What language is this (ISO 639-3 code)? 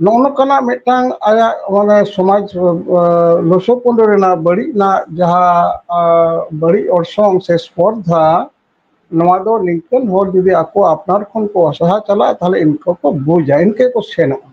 sat